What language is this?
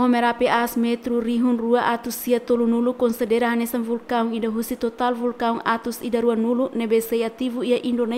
Tetum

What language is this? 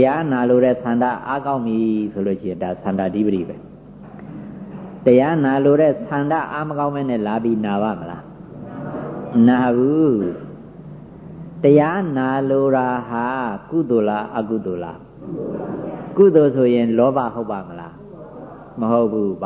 Burmese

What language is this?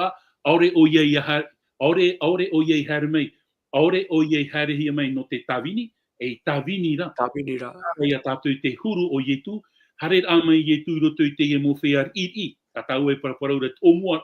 Tahitian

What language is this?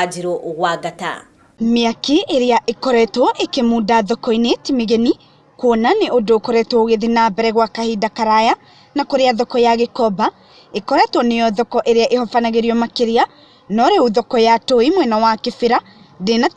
Kikuyu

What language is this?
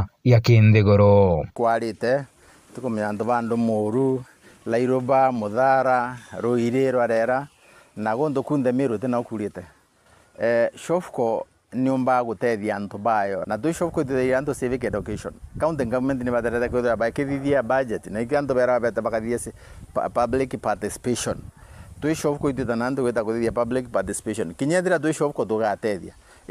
Meru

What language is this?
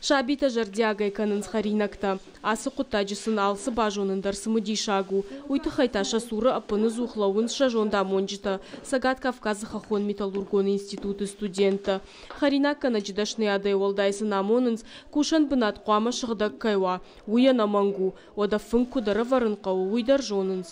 Ossetic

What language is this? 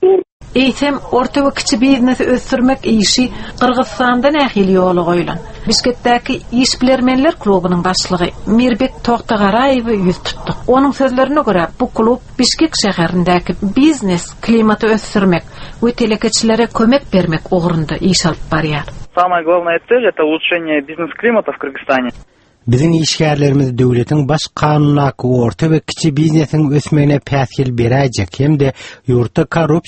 Turkmen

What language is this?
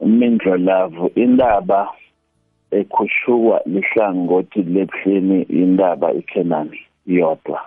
South Ndebele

